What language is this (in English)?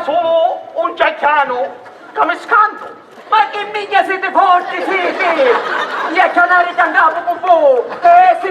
Sicilian